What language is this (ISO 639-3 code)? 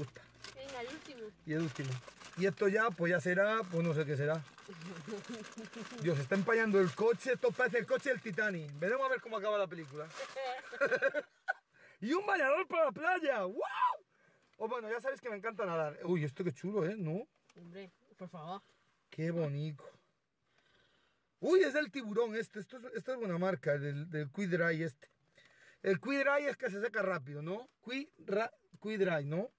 spa